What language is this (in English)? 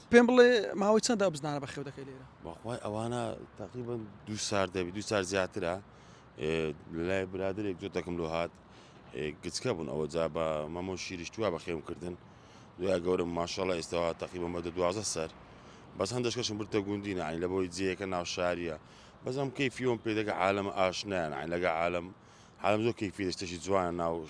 Central Kurdish